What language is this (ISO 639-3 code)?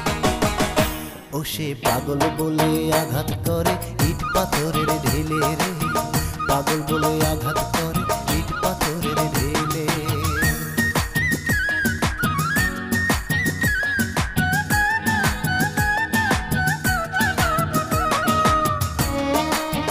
ben